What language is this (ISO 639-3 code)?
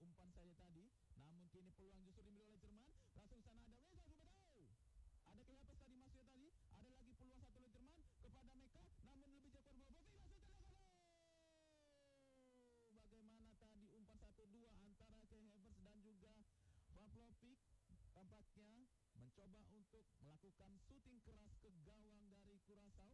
ind